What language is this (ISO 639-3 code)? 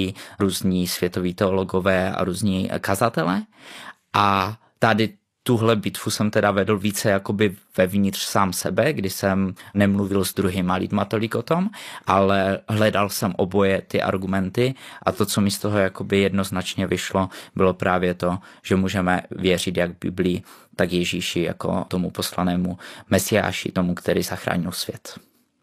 ces